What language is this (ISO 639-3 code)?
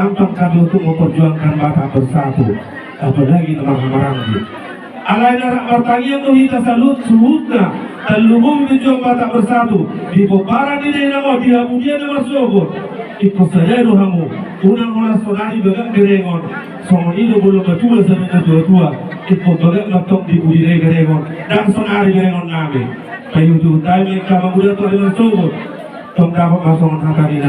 bbc